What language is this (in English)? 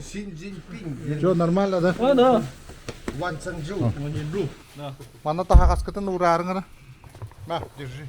Yakut